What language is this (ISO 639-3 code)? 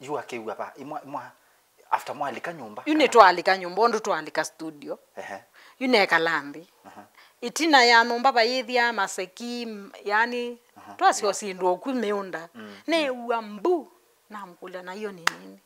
kam